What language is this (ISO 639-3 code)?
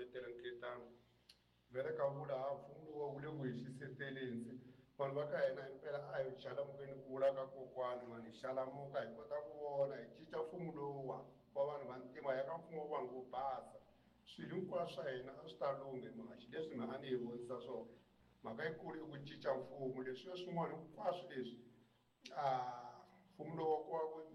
tso